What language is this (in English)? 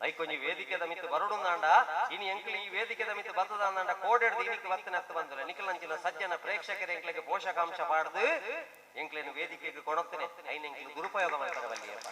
Tulu